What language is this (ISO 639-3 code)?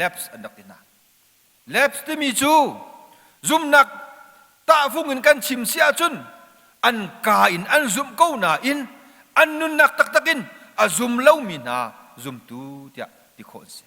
cnh